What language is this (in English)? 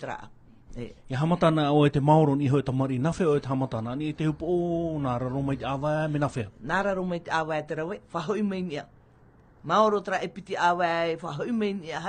Tahitian